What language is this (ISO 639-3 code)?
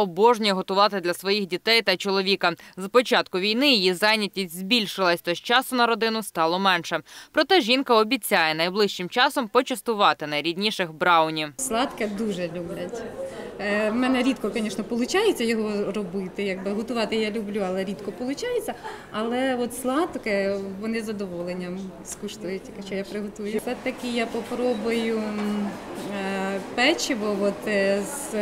ukr